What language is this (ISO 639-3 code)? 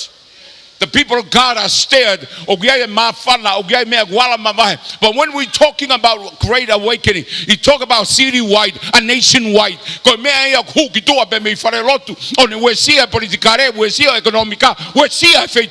ton